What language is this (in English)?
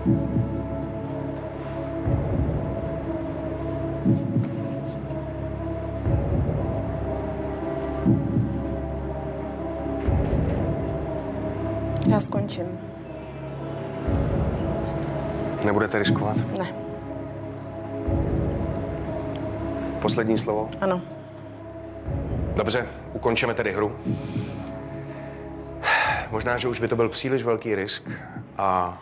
Czech